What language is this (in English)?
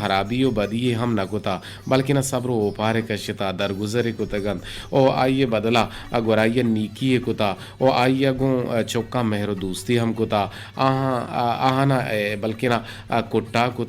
Eastern Balochi